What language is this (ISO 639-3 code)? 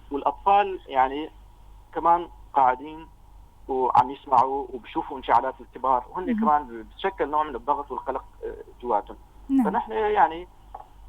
apc